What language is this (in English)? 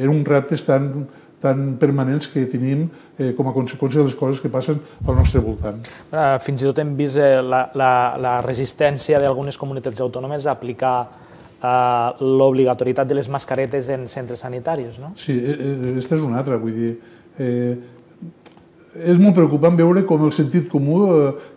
Catalan